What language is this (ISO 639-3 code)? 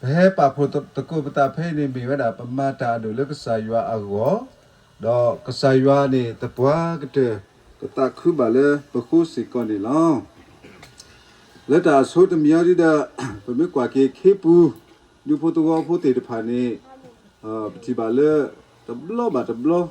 ksw